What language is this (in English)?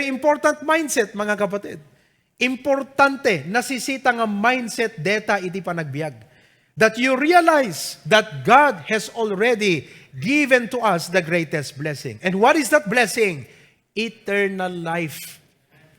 Iloko